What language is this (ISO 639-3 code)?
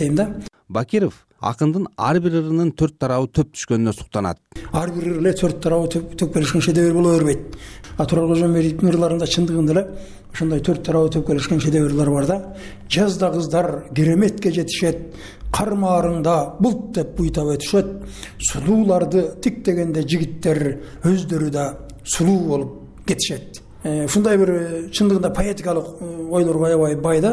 kir